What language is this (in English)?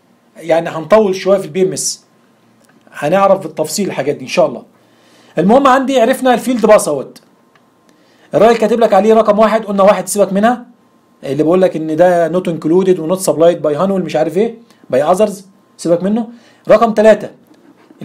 Egyptian Arabic